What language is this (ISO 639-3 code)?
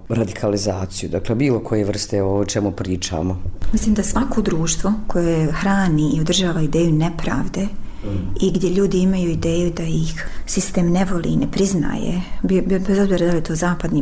bos